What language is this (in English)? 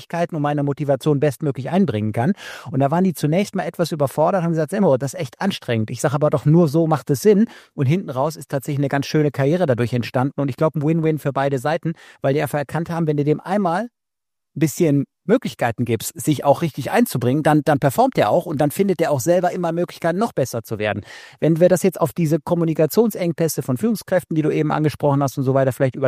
German